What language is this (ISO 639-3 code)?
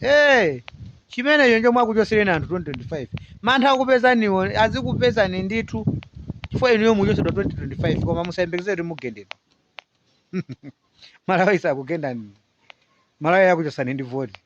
nya